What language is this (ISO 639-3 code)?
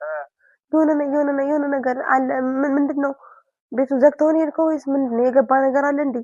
amh